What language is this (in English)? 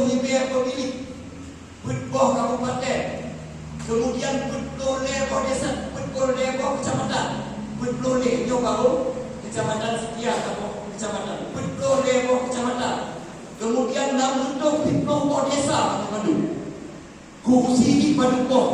Achinese